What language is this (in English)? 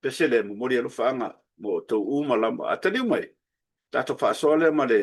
Samoan